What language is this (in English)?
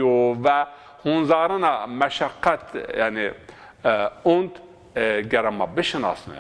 Zaza